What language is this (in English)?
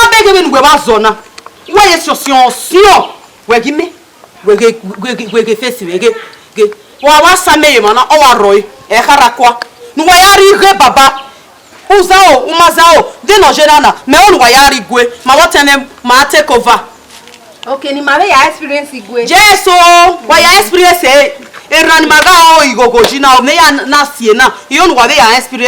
Bini